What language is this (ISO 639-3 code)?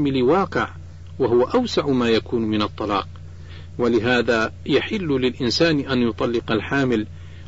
ara